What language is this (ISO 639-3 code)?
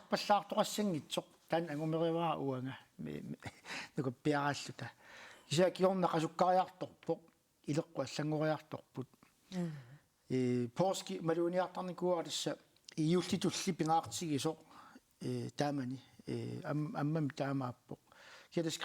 kal